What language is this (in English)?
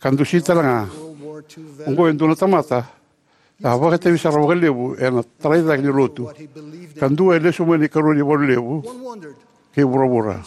Fijian